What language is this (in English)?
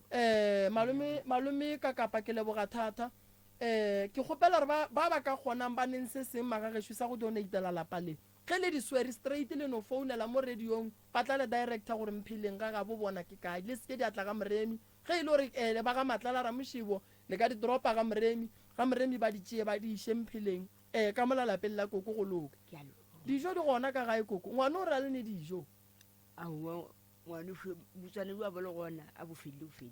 Northern Sotho